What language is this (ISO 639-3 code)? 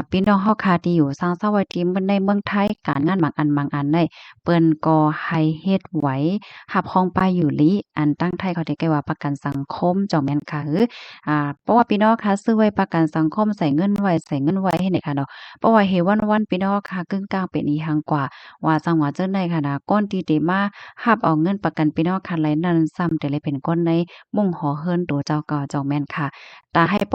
shn